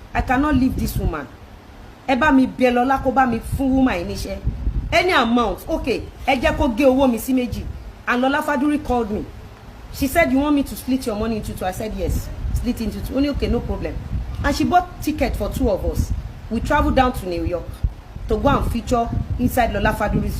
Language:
Yoruba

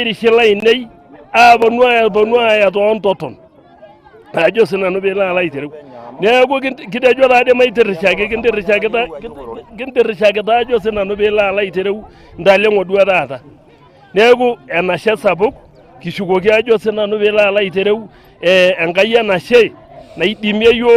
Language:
Masai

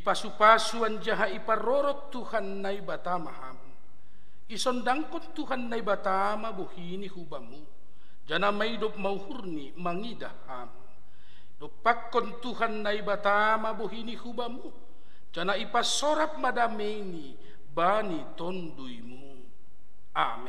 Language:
Batak Simalungun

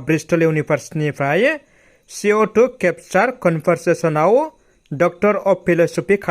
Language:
Bodo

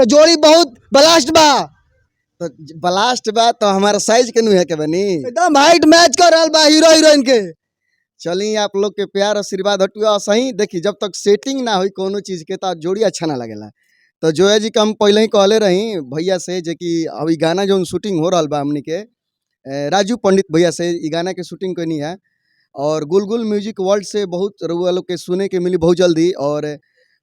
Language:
Bhojpuri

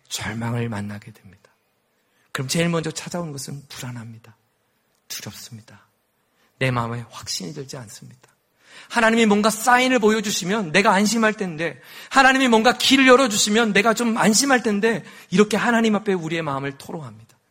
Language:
Korean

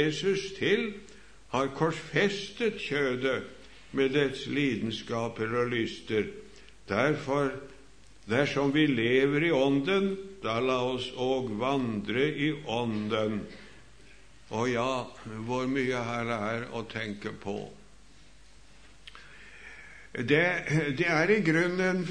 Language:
Norwegian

